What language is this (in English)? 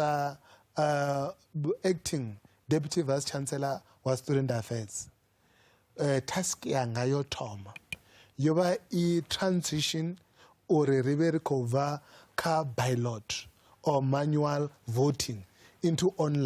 Venda